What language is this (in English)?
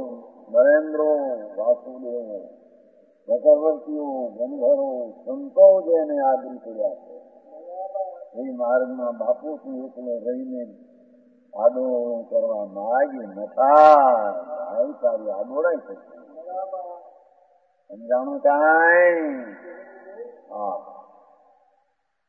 Gujarati